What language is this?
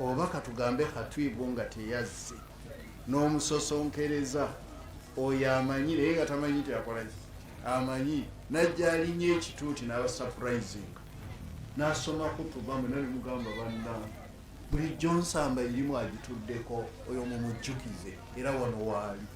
Ganda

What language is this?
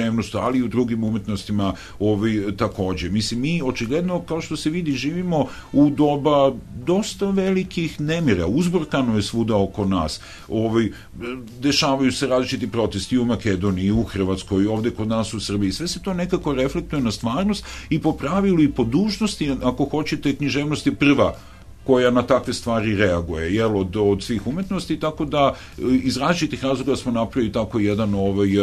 Serbian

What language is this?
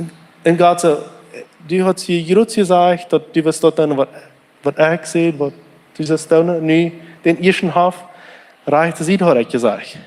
Plautdietsch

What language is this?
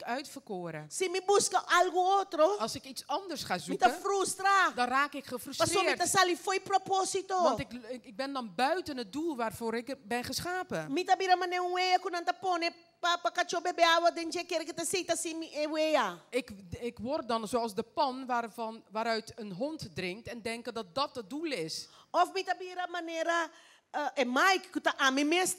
Papiamento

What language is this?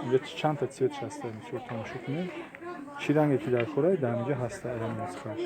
Tajik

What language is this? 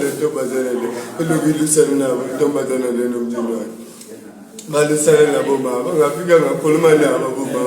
Zulu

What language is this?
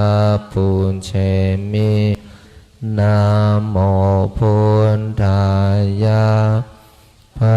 Pali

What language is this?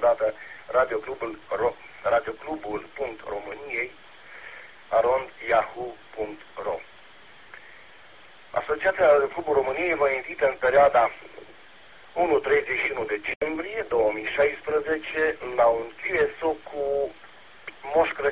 Romanian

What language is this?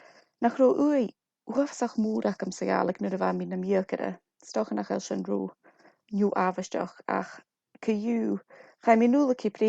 Scottish Gaelic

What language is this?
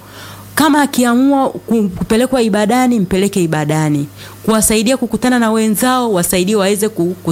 Swahili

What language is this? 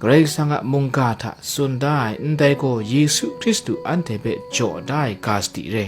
Kachin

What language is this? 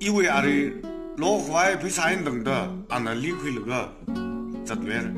Tangkhul Naga (India)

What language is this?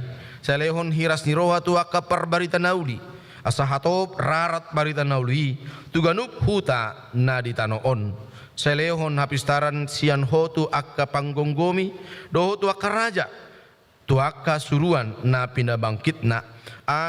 Batak Toba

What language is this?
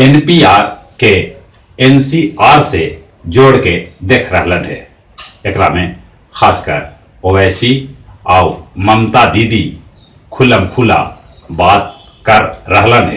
Magahi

